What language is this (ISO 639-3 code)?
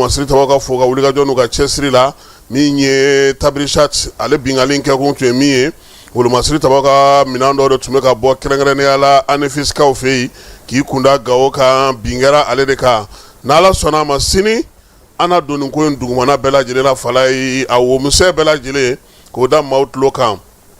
bam